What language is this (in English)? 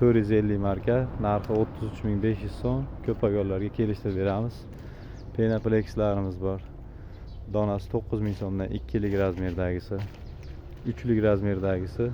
Uzbek